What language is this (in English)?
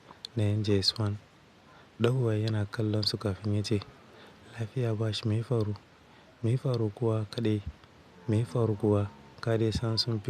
Hausa